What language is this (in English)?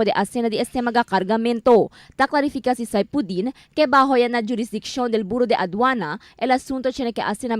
Chavacano